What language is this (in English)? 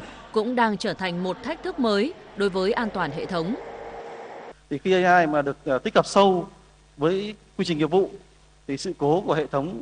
Vietnamese